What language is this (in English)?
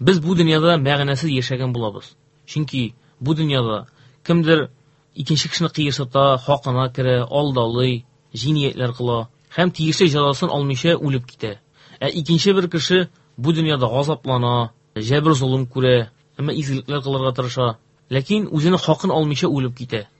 Tatar